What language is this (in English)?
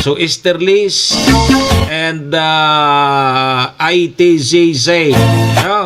Bikol